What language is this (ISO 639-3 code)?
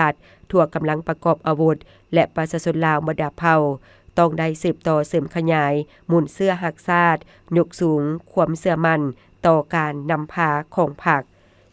lao